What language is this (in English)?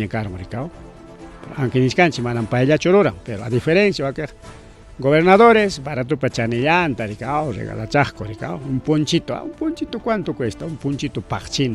Ayacucho Quechua